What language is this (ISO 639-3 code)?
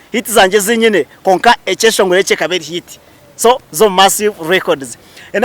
nyn